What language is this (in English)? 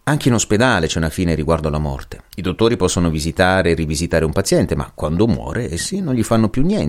Italian